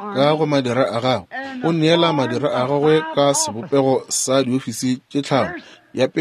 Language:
Northern Sotho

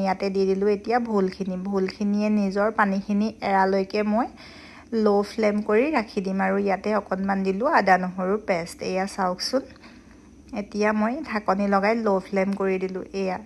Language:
Assamese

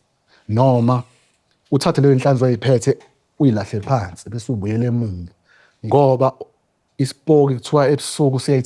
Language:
Zulu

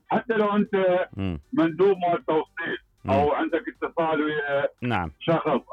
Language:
Mesopotamian Arabic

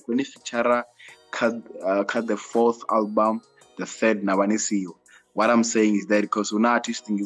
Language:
Venda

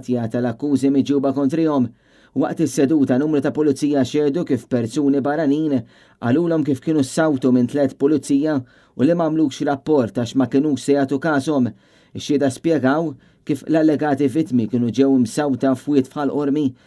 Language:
Maltese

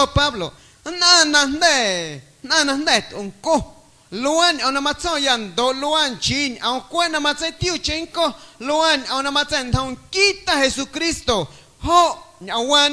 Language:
Guerrero Amuzgo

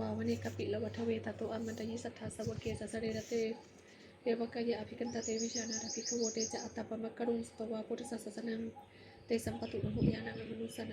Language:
Pali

